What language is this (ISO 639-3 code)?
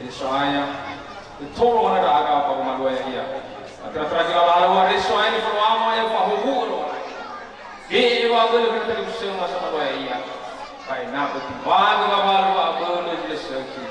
nia